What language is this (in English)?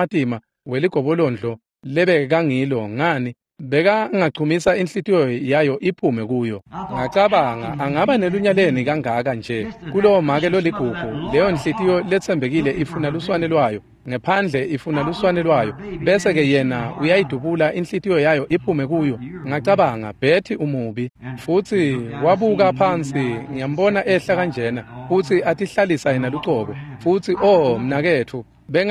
Swati